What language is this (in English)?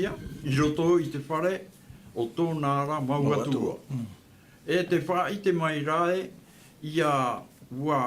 Tahitian